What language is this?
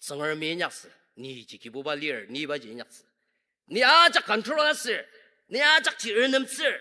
Ao Naga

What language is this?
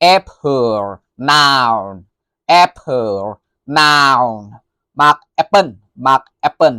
Lao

